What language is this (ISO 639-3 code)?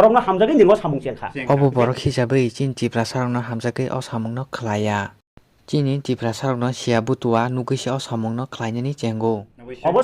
trp